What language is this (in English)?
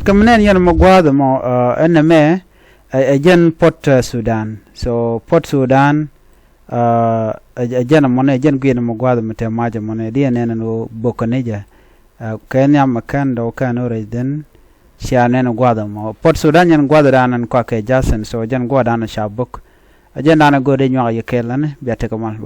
Nuer